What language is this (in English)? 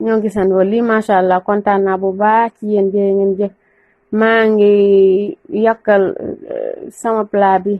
Wolof